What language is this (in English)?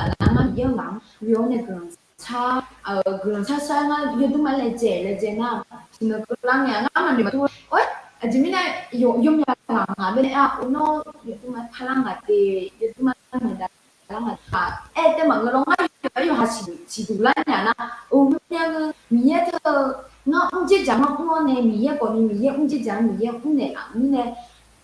Akha